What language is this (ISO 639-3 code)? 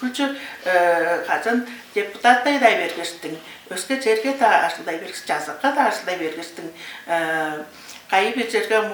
tyv